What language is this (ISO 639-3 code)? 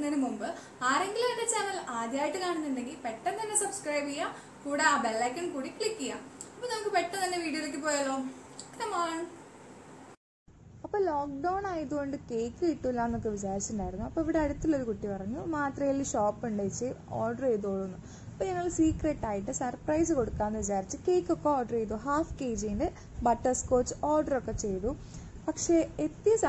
mal